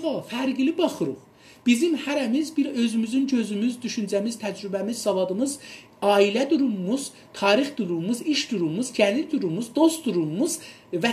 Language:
South Azerbaijani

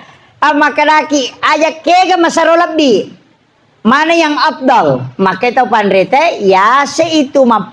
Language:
Buginese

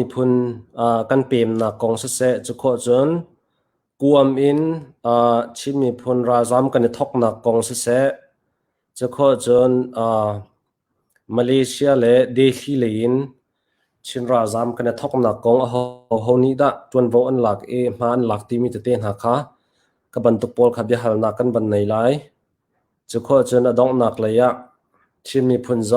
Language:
Hakha Chin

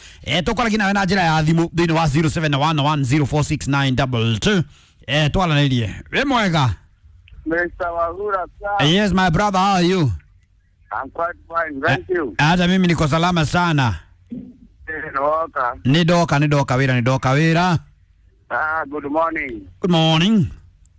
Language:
Kikuyu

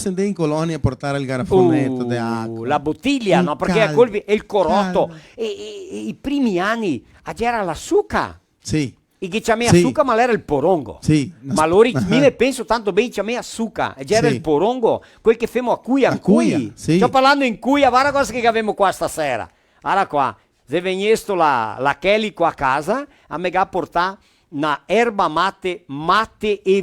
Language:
Venetian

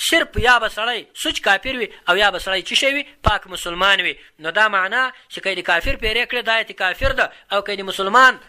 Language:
Pashto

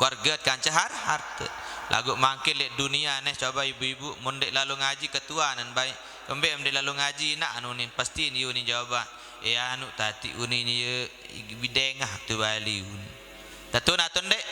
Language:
Sasak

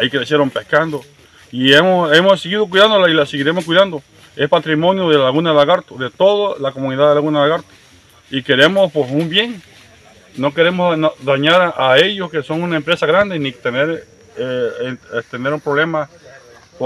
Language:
Spanish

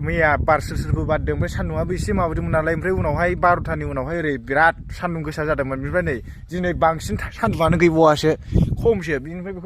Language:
Bodo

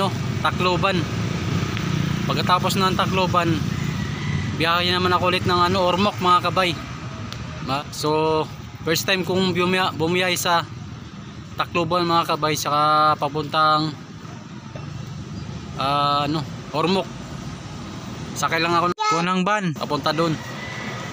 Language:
Filipino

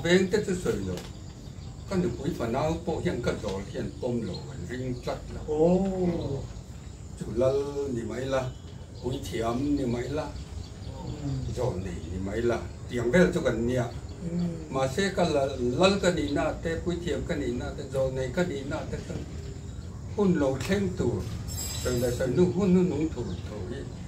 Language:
Mizo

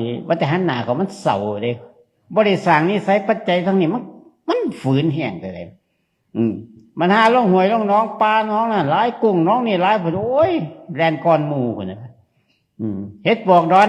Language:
Northeastern Thai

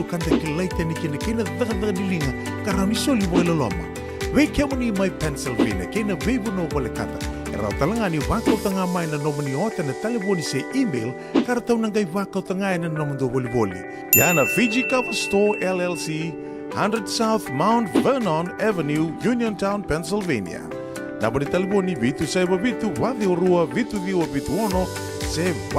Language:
Fijian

